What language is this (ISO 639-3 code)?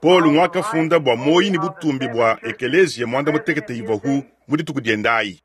lua